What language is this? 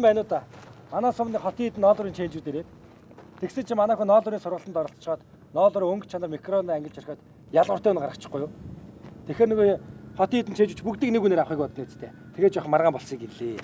Mongolian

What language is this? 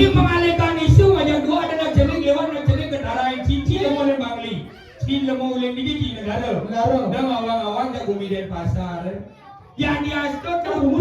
Balinese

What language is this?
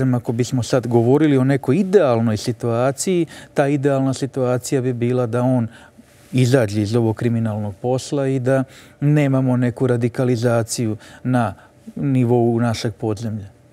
Serbian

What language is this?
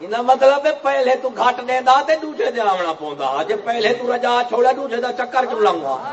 Saraiki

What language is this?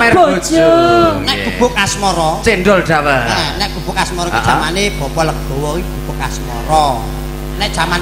Javanese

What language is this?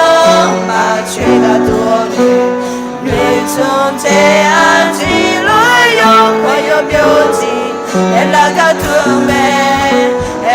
Akha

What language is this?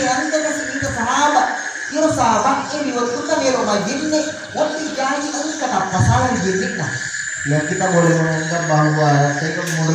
Buginese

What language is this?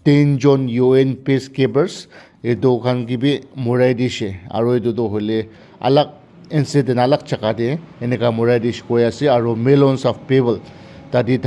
Naga Pidgin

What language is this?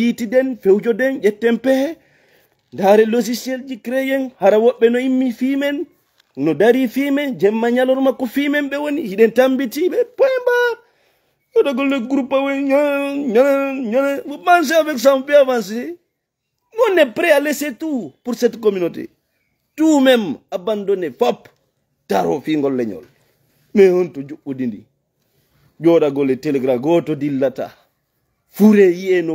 Fula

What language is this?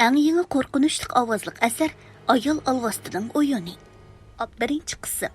Uyghur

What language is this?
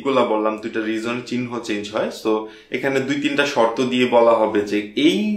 Bangla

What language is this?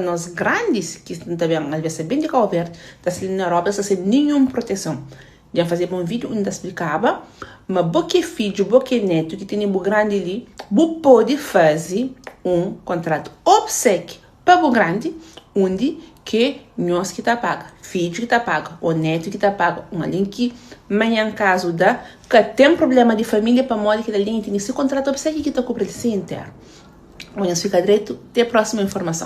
Kabuverdianu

